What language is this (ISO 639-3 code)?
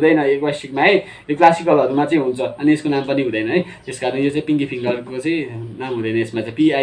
nep